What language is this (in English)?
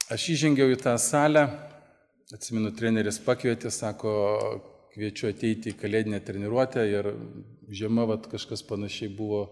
Lithuanian